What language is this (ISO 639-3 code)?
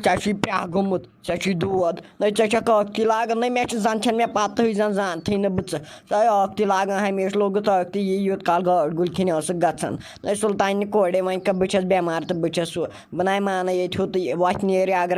kas